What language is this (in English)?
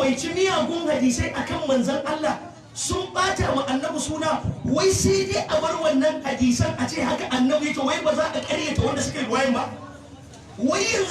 Hausa